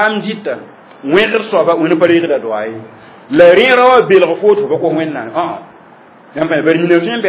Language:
Mossi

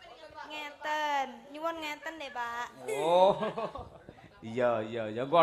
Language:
Javanese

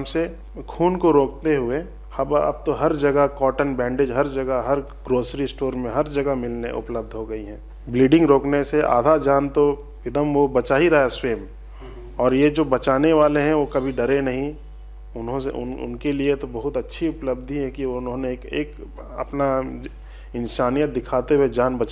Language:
Hindi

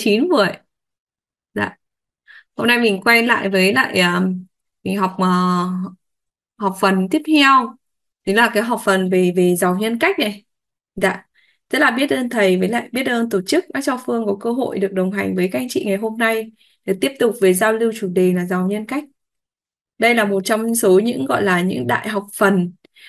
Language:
Vietnamese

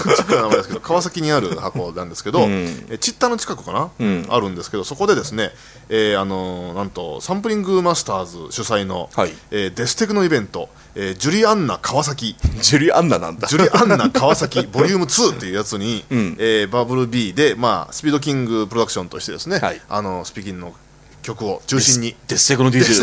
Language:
Japanese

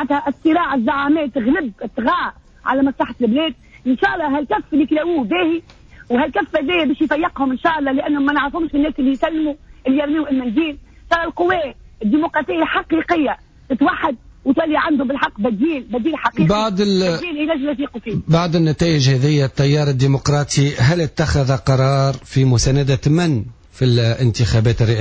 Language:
Tunisian Arabic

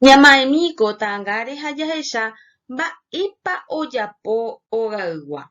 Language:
Guarani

